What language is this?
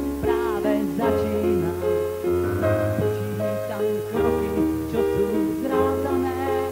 Slovak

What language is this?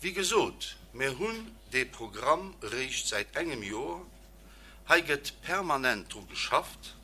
Luxembourgish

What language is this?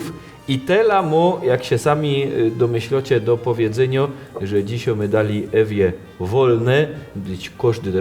Silesian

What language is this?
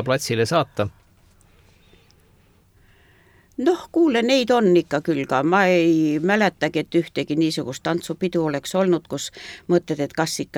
Estonian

